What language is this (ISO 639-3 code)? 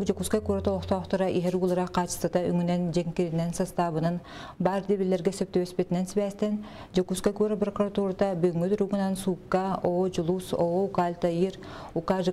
sah